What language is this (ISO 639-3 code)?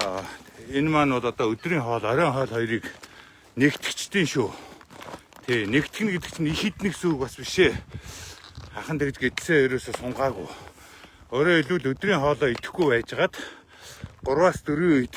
mon